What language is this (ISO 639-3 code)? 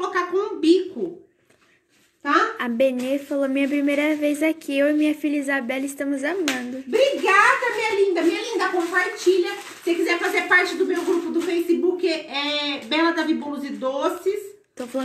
por